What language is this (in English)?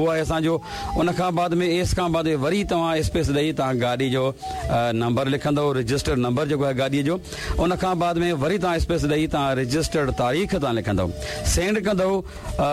Sindhi